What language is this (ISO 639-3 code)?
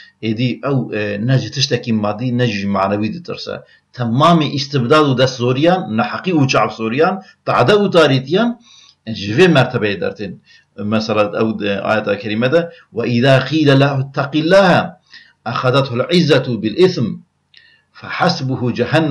kur